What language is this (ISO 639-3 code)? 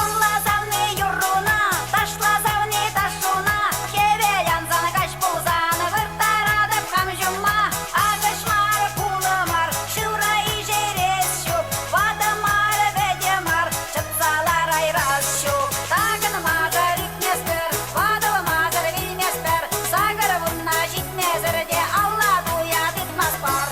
chv